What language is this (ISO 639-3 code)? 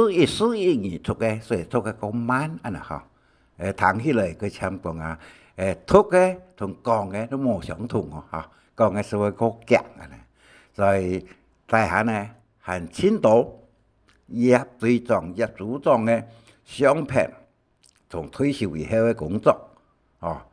hak